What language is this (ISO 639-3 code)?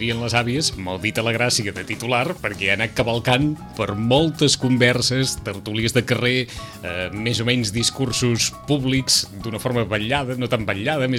cat